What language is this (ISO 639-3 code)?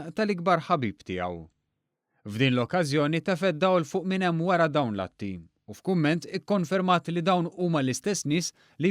mlt